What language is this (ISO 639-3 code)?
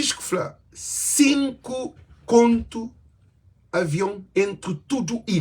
kea